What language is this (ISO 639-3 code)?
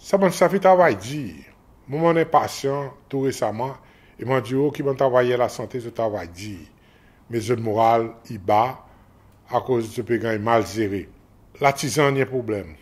crs